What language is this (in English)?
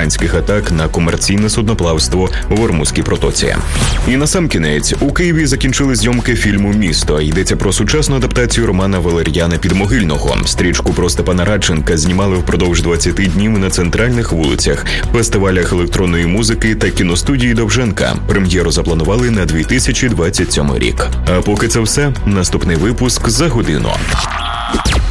Ukrainian